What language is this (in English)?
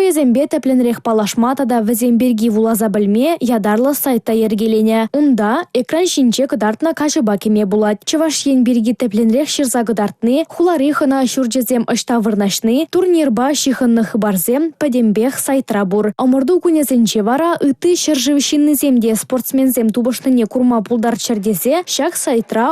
Chuvash